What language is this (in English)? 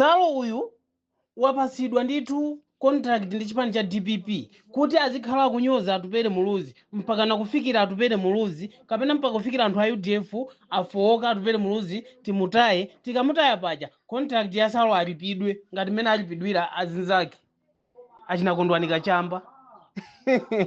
Nyanja